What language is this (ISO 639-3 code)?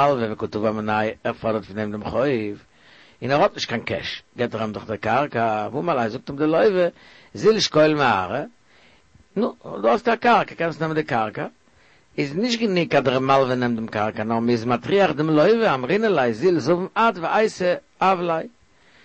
yid